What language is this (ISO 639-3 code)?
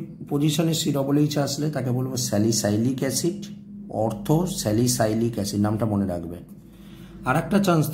ben